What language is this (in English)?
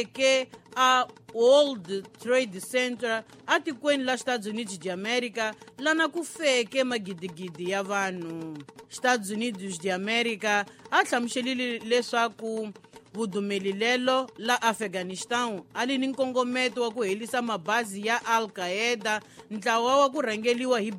Tsonga